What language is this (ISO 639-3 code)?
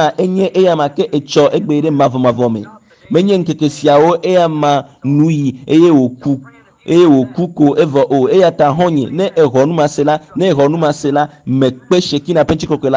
ewe